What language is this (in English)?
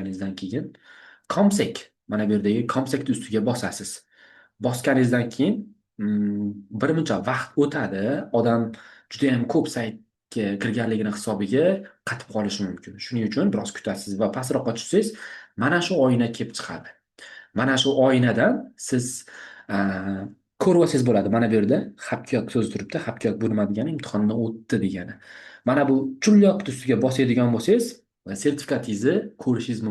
Uzbek